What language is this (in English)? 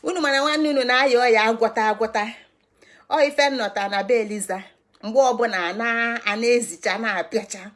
Igbo